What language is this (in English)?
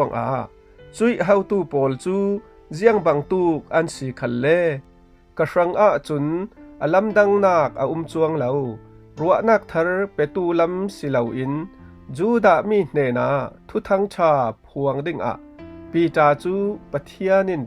Falam Chin